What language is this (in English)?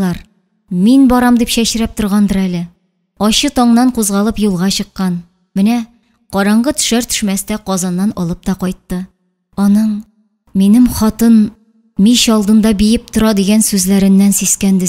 Tatar